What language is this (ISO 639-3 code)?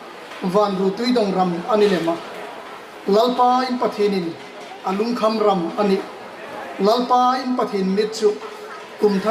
hmr